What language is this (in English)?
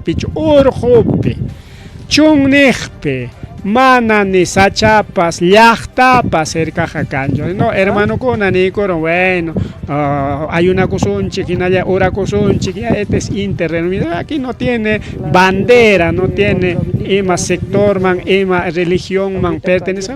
Ayacucho Quechua